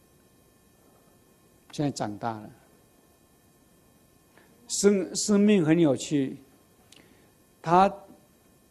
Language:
Chinese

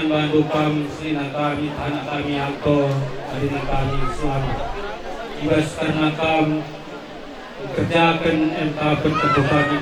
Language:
Batak Karo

